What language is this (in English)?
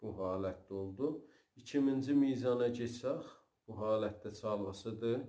South Azerbaijani